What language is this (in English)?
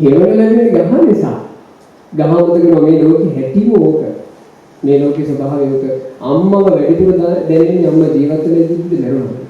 Sinhala